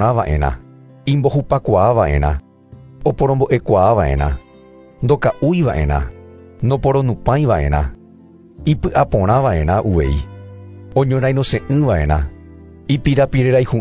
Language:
Guarani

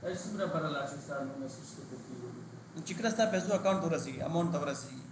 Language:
Pashto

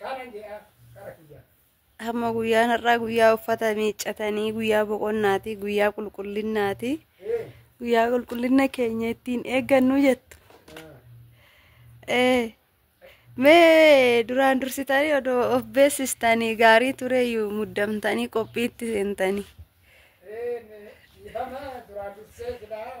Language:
Oromo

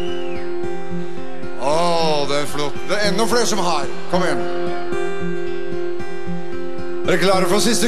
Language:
Norwegian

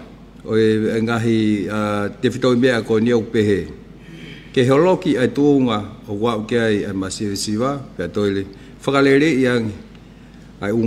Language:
Tongan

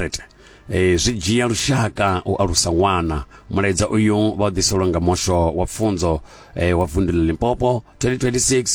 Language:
Venda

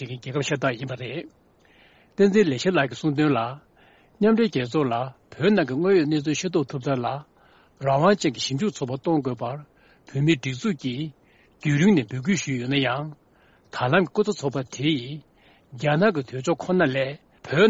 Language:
Tibetan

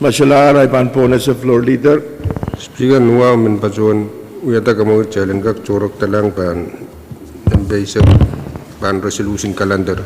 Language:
Pohnpeian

